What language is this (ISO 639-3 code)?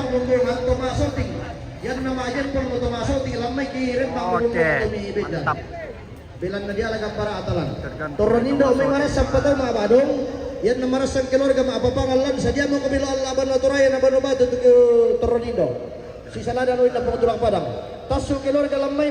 sda